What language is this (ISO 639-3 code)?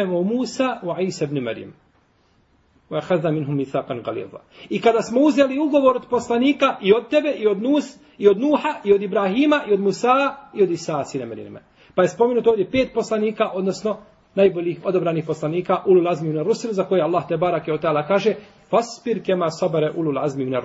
bos